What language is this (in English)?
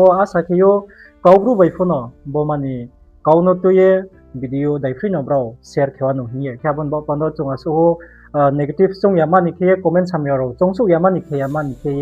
Riang (India)